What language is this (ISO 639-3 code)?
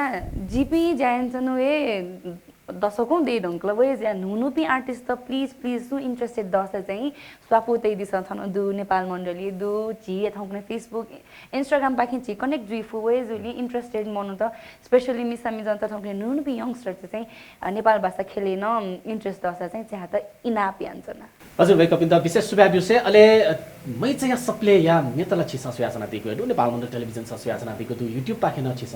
new